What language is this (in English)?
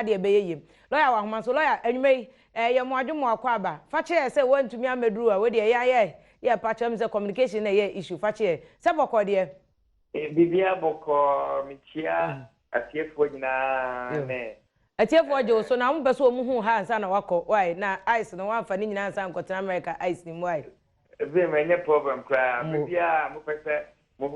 Akan